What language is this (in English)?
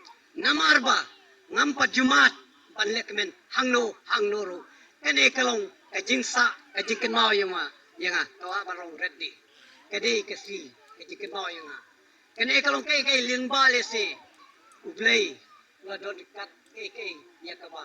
Khasi